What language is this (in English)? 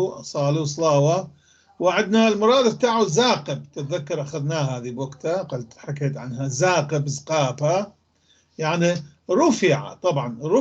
North Levantine Arabic